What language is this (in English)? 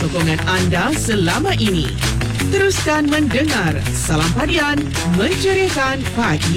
Malay